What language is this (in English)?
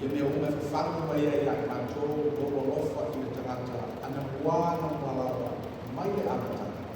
Samoan